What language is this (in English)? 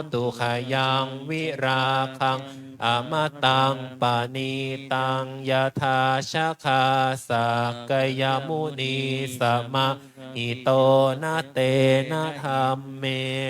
Pali